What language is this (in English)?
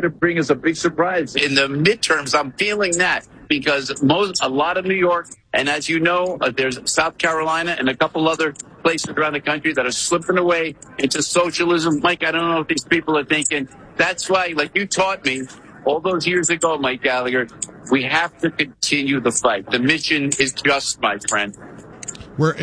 English